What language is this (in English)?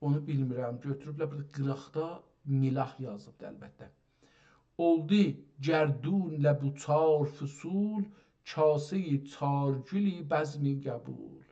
South Azerbaijani